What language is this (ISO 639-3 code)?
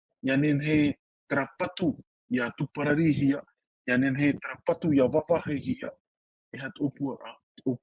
tah